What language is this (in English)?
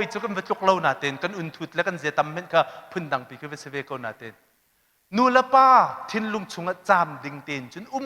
Hakha Chin